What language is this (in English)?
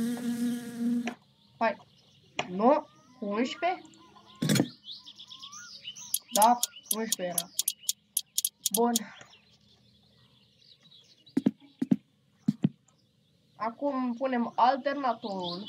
Romanian